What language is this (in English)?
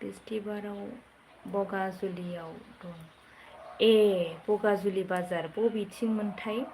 Bodo